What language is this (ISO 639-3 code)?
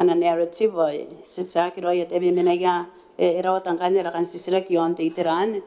gil